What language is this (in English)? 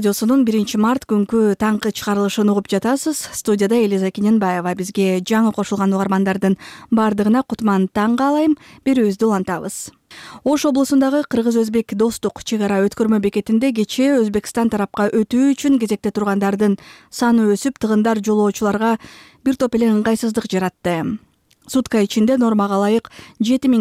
Kyrgyz